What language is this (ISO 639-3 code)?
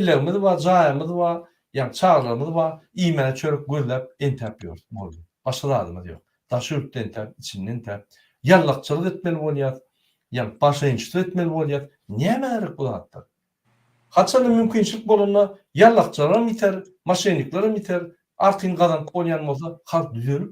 tuk